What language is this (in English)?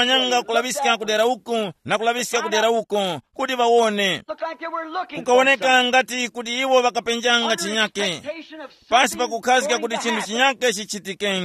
Tumbuka